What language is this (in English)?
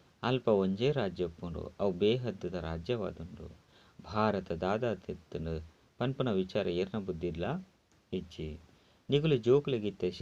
Tulu